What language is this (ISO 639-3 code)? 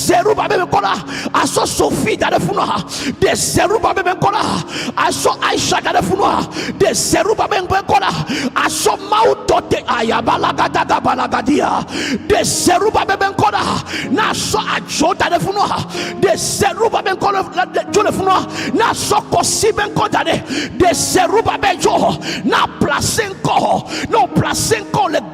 ewe